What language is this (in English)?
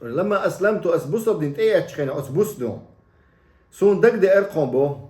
Chechen